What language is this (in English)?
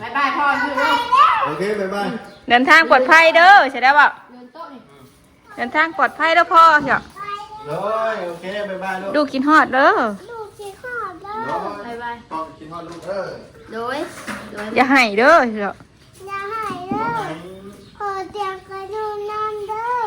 Northeastern Thai